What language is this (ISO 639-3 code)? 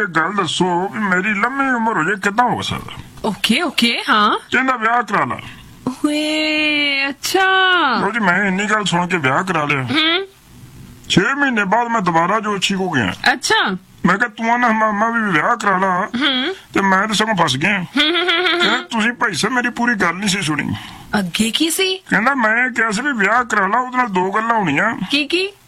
pan